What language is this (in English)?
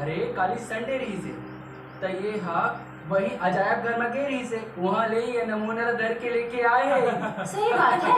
Chhattisgarhi